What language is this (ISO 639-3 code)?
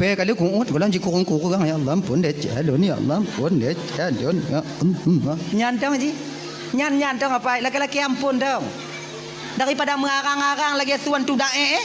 ace